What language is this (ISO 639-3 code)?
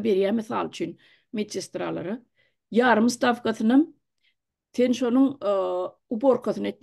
tuk